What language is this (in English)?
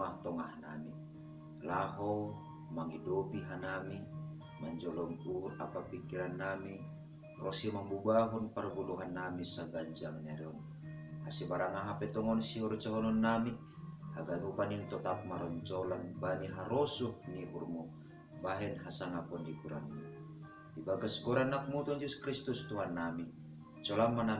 Batak Simalungun